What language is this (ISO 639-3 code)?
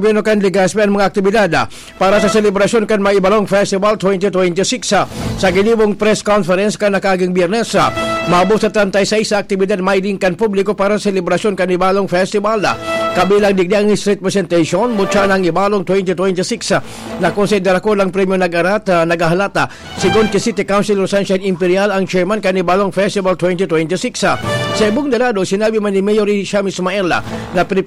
bik